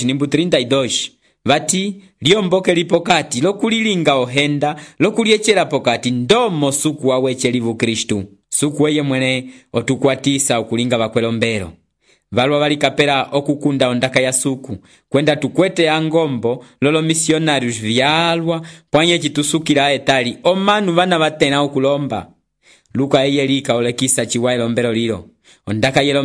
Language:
Umbundu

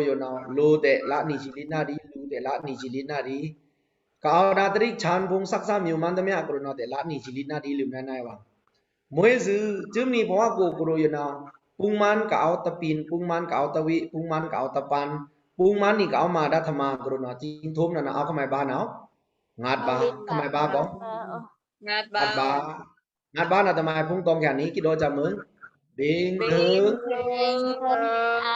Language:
Pa'o Karen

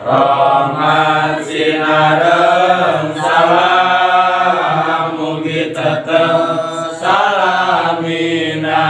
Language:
Sundanese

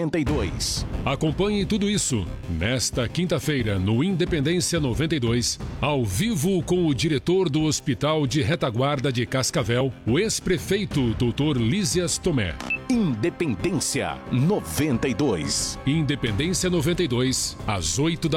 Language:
Portuguese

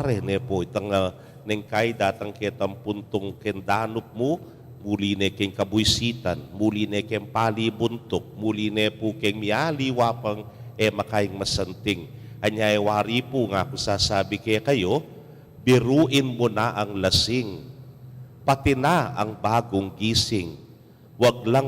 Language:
Pampanga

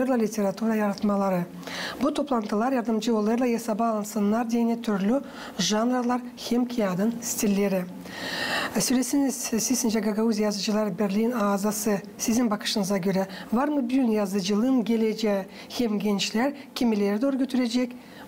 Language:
Gagauz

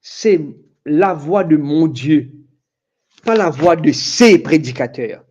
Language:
Morisyen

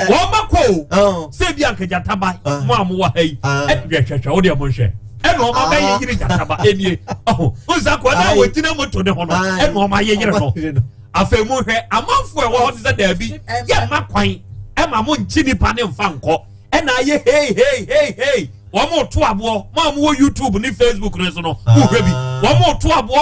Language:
Akan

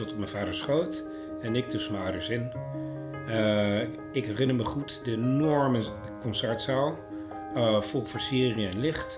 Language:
Dutch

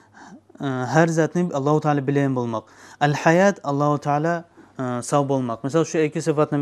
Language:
Kumyk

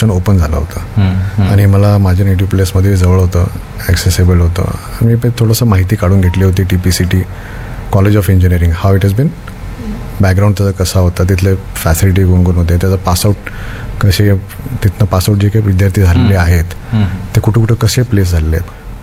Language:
Marathi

